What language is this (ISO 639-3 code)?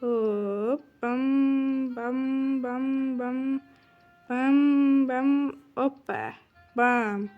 uzb